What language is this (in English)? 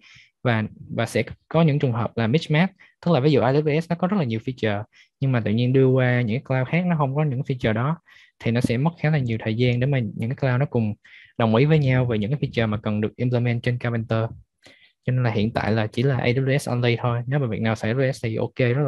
Vietnamese